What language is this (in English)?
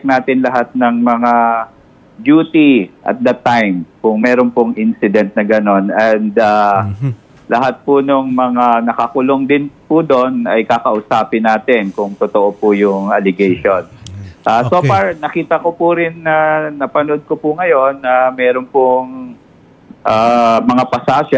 Filipino